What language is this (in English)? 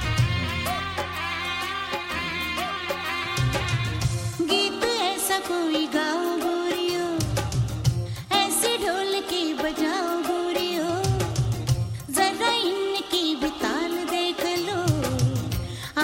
Hindi